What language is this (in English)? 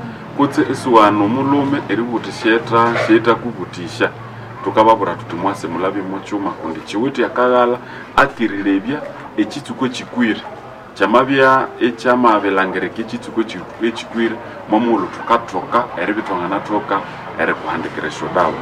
Nande